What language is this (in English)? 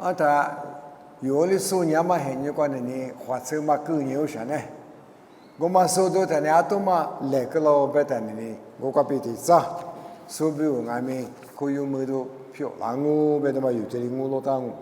Lisu